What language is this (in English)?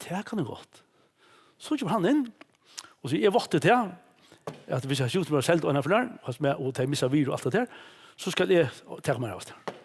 Faroese